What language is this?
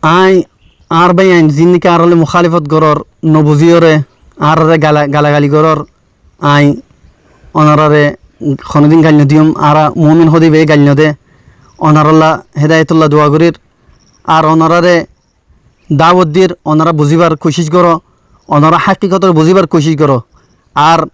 Rohingya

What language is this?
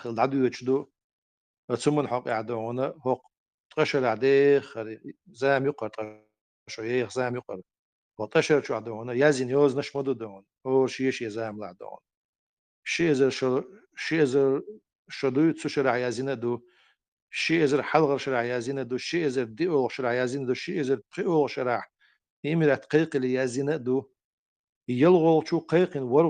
Chechen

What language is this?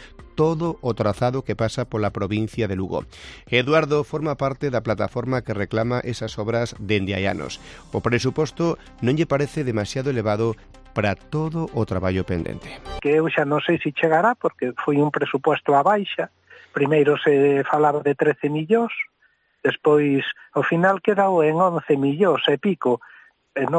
Galician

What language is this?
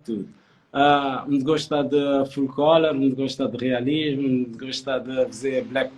Kabuverdianu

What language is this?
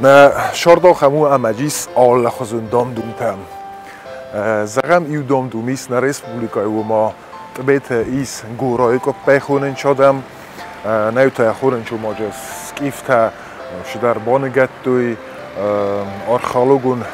Ossetic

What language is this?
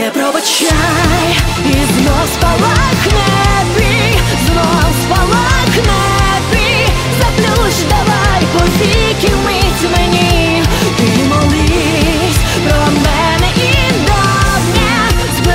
Ukrainian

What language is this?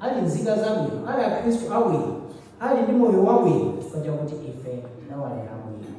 Nyanja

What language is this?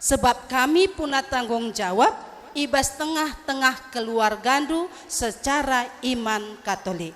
Batak Karo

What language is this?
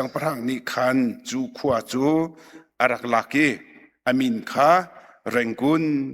Hakha Chin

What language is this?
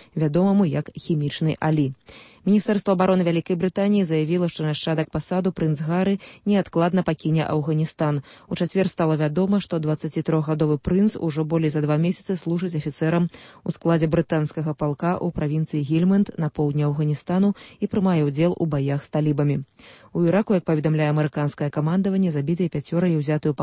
Belarusian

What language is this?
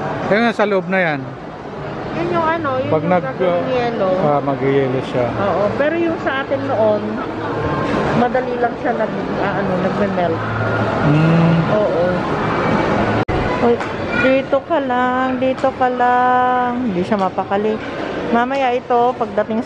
Filipino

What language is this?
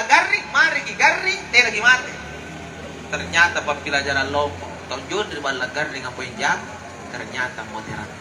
Makasar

